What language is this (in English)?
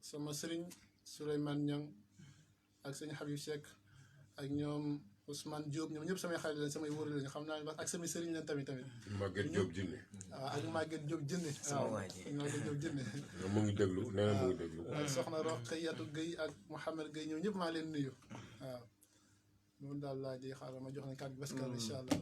Wolof